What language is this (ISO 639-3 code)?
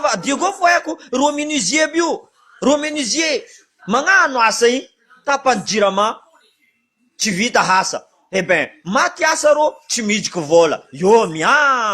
mlg